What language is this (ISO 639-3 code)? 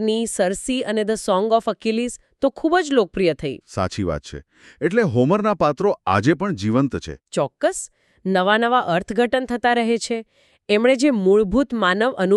guj